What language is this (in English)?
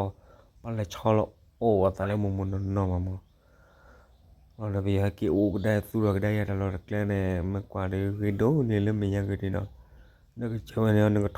S'gaw Karen